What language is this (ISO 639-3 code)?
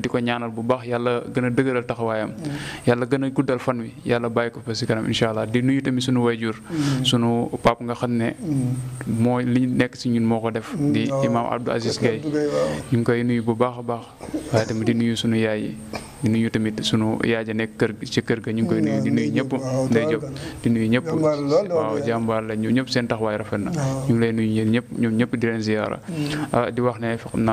wol